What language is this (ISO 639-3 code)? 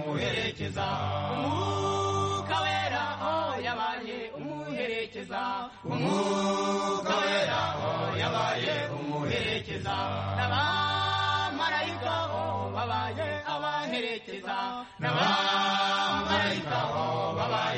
kin